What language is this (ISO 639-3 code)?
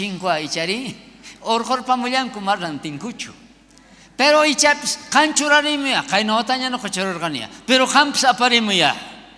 quh